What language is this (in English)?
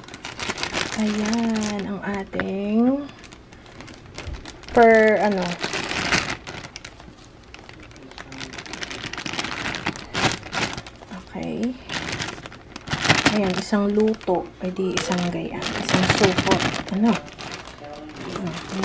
Filipino